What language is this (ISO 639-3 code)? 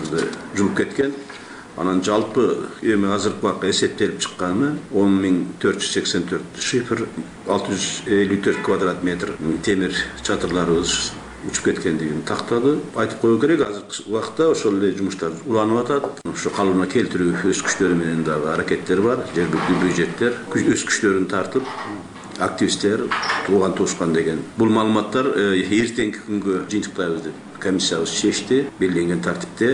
kir